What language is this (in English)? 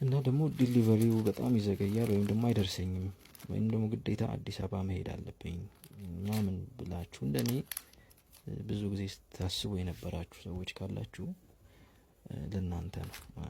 Amharic